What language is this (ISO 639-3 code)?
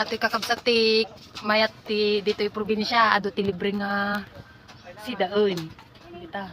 ilo